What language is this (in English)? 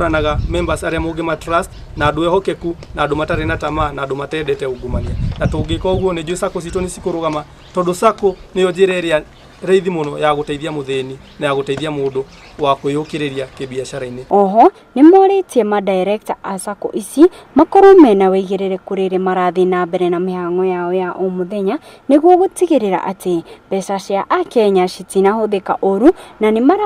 Kikuyu